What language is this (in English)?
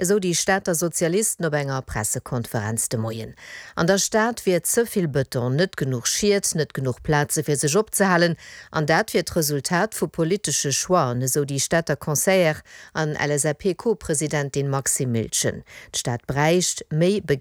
Luxembourgish